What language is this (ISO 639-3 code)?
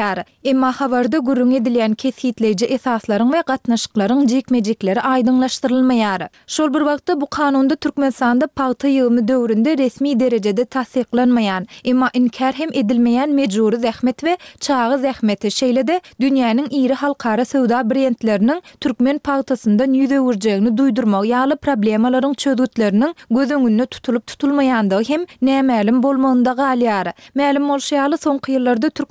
tuk